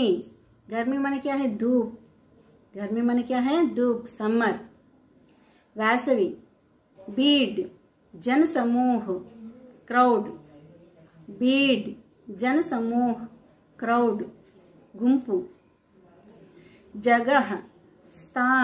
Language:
Telugu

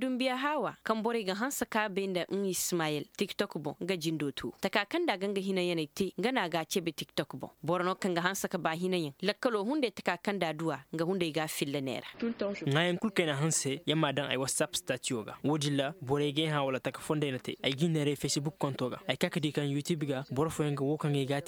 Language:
Koyraboro Senni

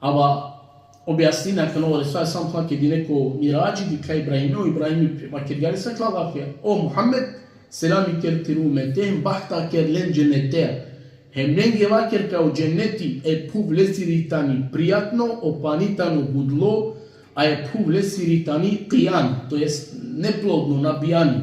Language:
Balkan Romani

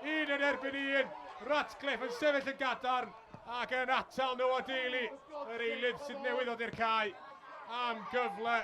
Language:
Welsh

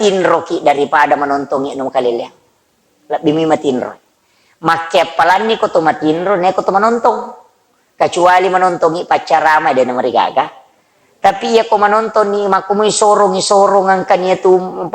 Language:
Buginese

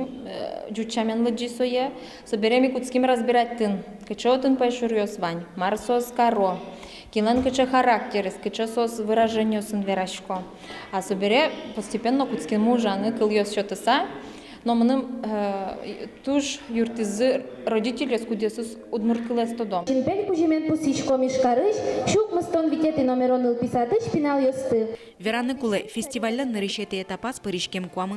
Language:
Udmurt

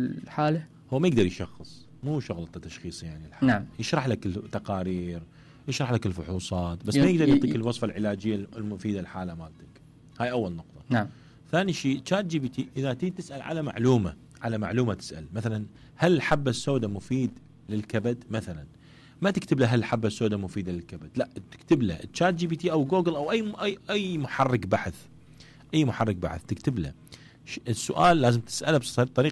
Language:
Mesopotamian Arabic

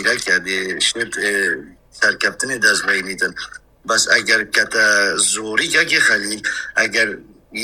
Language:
Kurdish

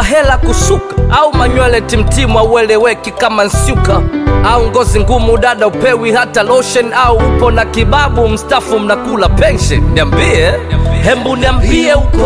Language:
Swahili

